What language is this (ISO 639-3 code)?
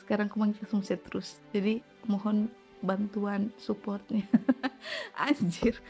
xmm